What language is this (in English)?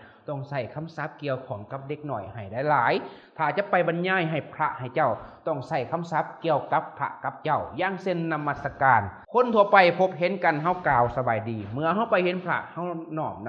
Lao